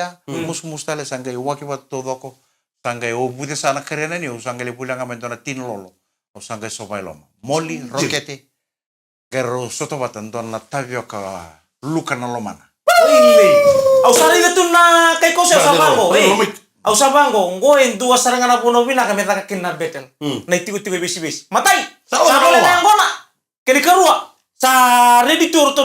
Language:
Fijian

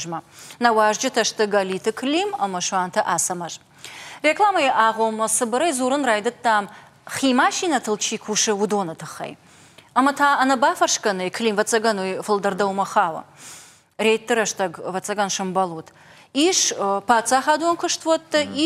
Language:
Ossetic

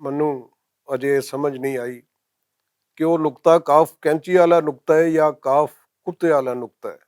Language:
Western Panjabi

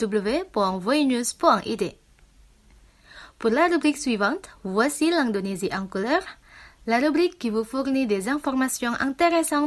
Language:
French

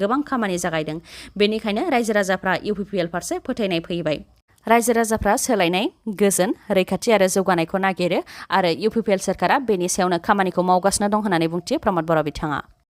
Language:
Bodo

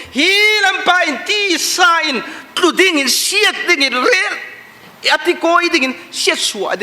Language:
Falam Chin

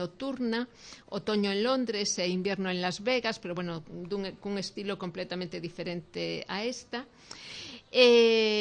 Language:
Galician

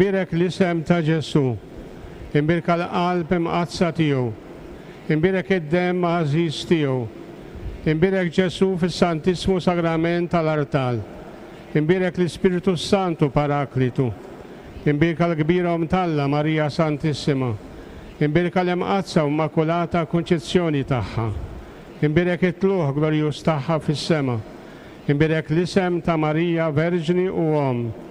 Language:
Maltese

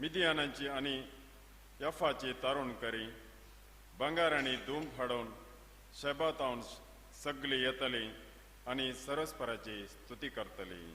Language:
Konkani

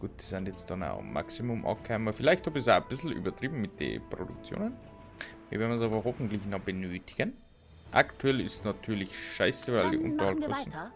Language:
Bavarian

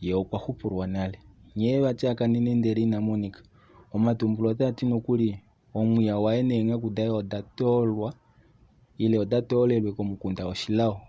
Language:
Kuanyama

